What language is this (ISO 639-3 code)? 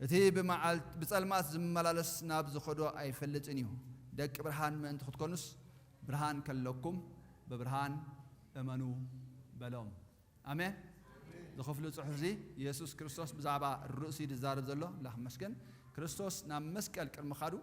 tir